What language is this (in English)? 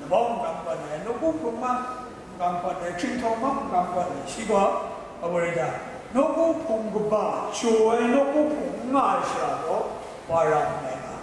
Kachin